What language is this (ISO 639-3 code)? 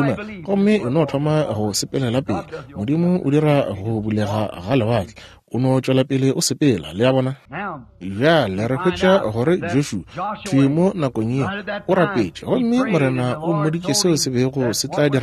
nso